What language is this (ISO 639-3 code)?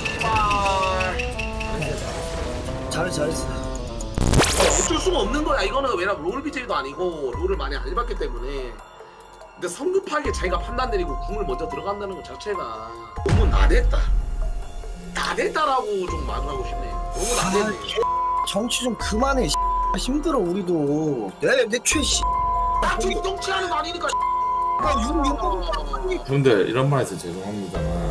kor